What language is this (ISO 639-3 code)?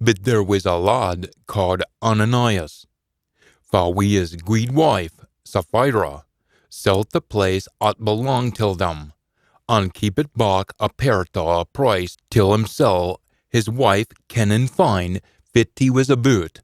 sco